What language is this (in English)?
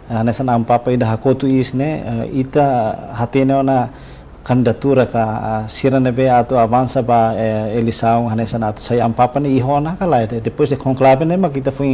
Tetum